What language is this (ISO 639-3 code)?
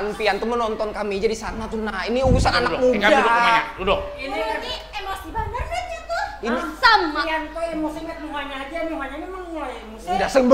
bjn